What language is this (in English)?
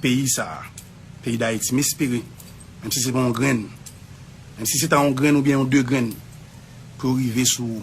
Haitian Creole